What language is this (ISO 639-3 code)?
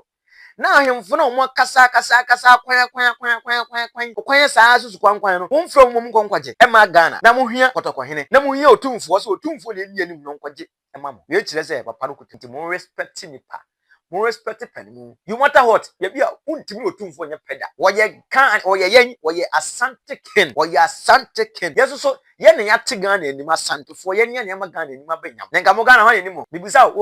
aka